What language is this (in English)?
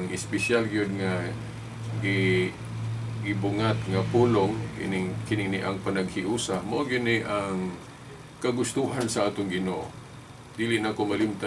Cebuano